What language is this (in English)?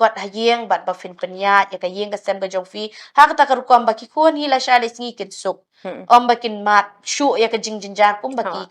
Khasi